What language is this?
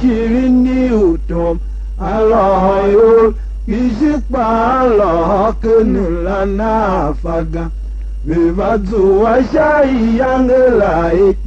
Tiv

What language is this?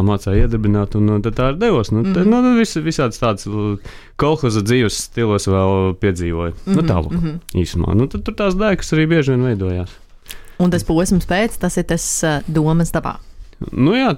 Latvian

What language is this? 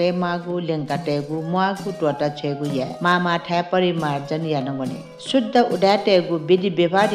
Newari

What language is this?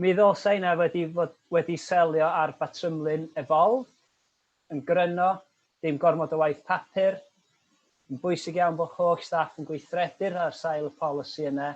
Welsh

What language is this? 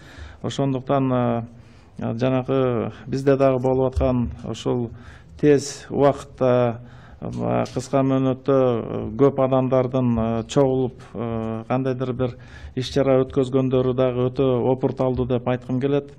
Kyrgyz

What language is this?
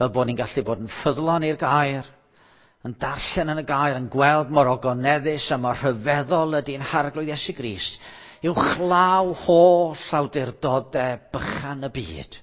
Welsh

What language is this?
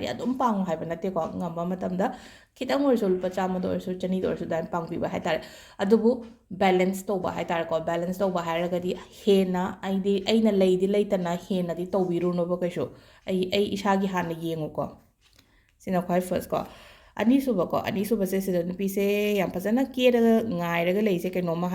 Manipuri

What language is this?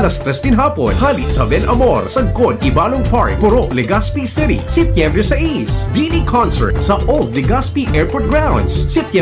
Bikol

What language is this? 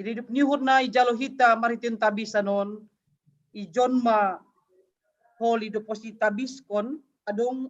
Batak Simalungun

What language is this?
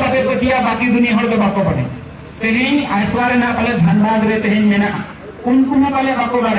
Santali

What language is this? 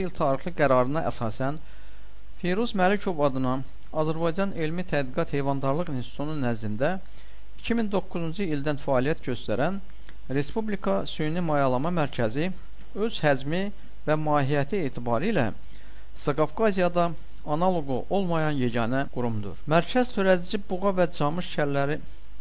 Azerbaijani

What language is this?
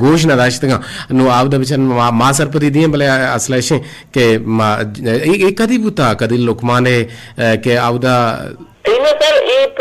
Eastern Balochi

